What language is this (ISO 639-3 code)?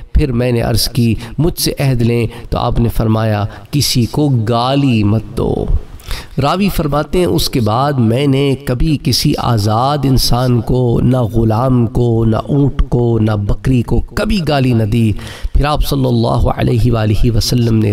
urd